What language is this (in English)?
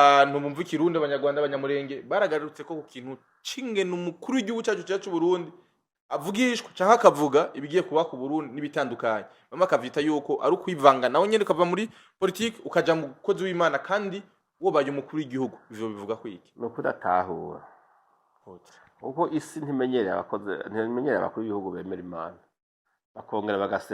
Rundi